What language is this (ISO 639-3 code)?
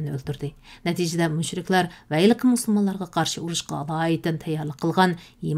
uig